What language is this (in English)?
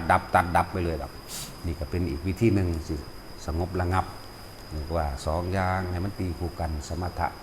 Lao